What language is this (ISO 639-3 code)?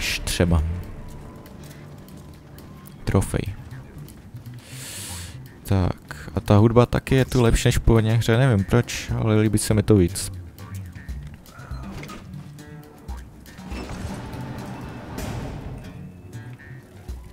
ces